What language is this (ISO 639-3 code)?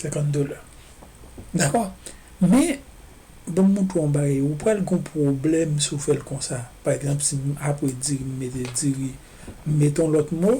hat